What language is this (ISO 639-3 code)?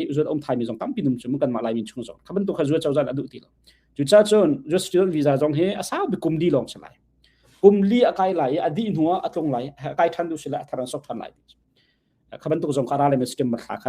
cnh